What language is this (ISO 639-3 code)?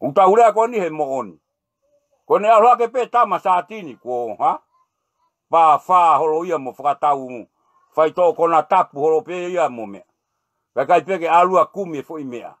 ton